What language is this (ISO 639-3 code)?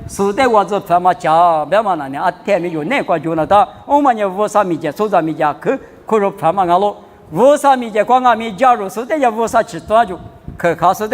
lis